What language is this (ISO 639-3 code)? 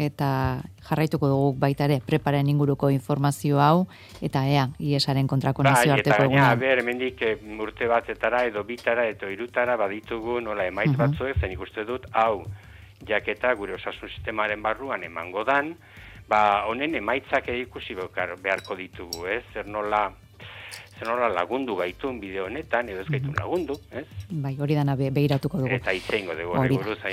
eus